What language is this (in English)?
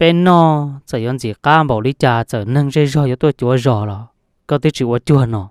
Hmong